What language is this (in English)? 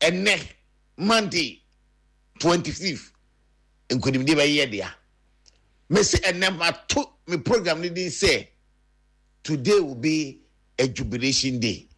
Akan